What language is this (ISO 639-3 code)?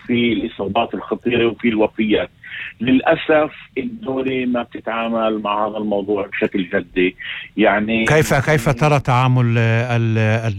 apc